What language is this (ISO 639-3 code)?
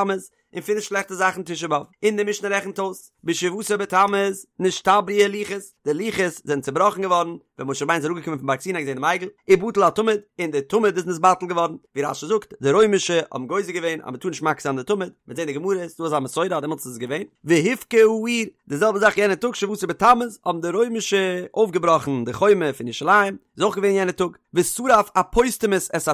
yid